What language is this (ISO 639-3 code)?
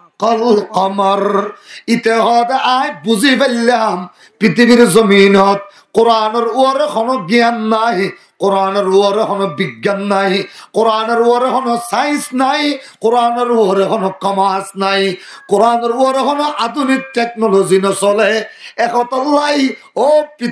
rhg